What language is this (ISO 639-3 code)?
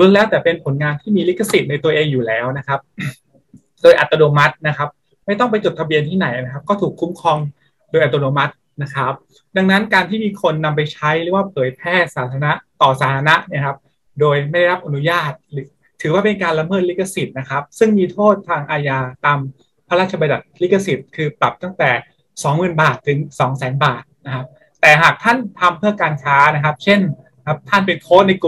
tha